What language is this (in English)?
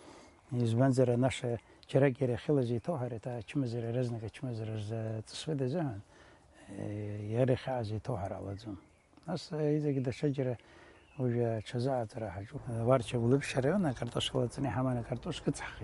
Abkhazian